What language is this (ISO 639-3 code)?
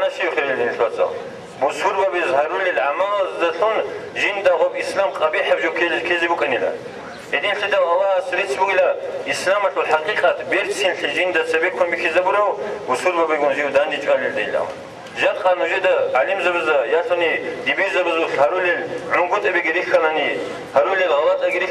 ava